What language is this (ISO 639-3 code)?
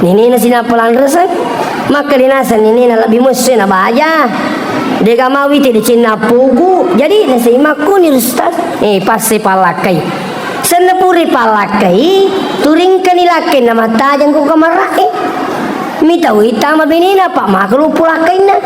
bug